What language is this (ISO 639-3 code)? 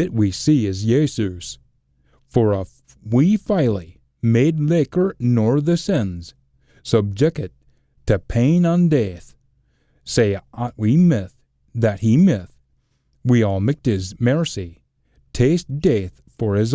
sco